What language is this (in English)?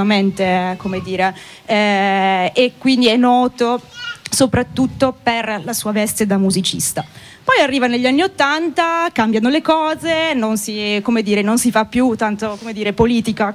Italian